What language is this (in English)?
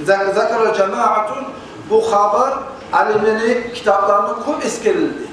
Kumyk